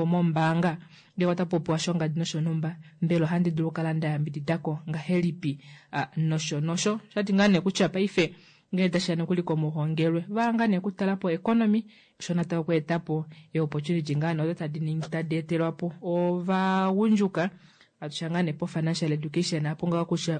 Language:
Kuanyama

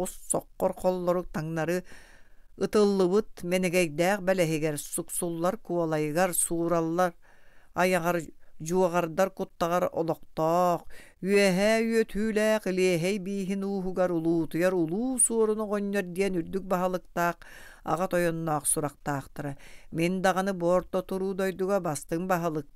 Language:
Yakut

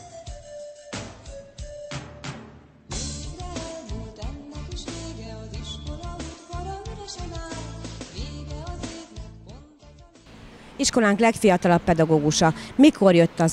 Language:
Hungarian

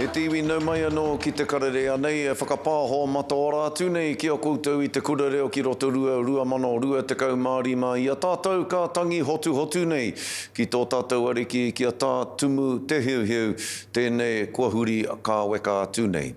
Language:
Māori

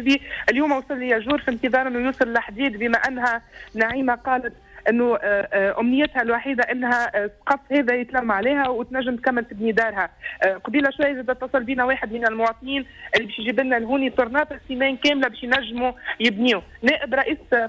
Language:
Tunisian Arabic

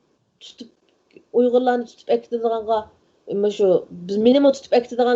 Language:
Uyghur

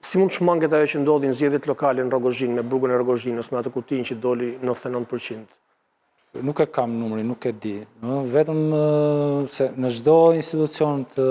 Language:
Albanian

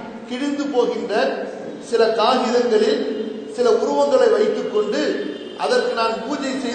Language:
Tamil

